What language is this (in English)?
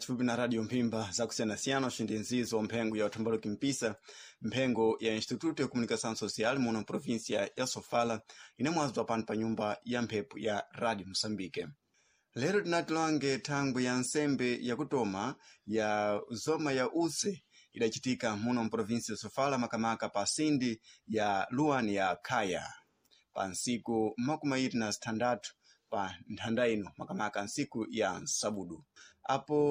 Sena